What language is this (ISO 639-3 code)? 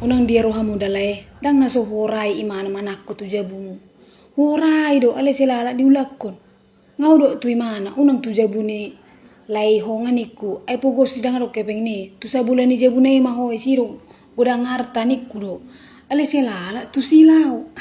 bbc